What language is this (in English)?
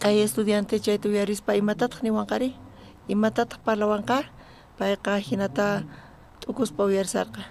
South Bolivian Quechua